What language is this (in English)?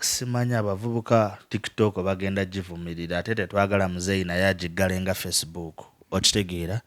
Ganda